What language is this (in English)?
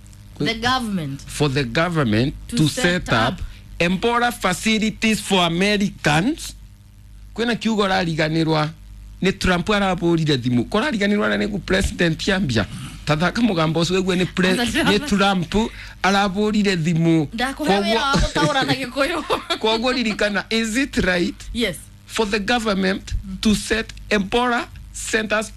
Kikuyu